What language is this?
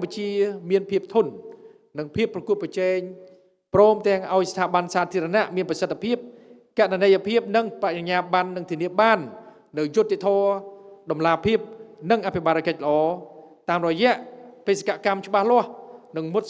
Khmer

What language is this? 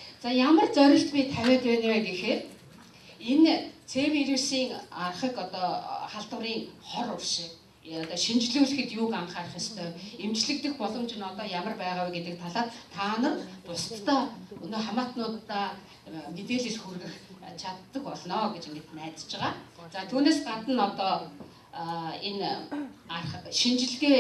Mongolian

